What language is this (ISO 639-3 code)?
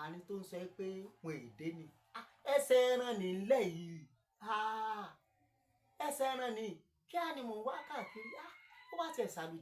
yor